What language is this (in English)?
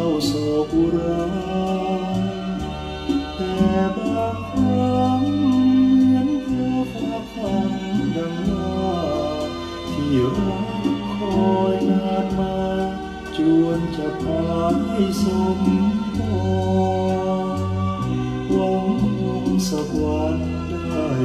Thai